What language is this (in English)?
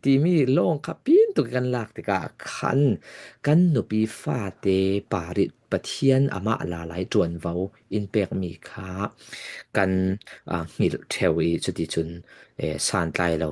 Falam Chin